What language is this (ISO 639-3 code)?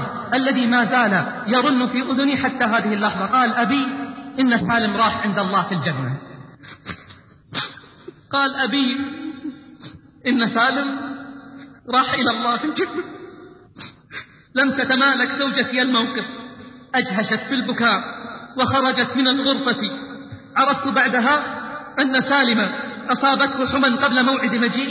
ara